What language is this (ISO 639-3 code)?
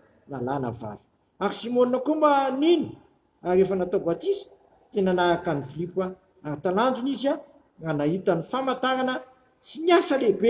mlg